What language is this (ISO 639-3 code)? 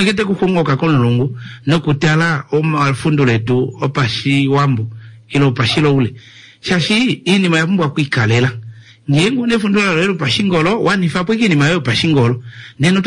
kua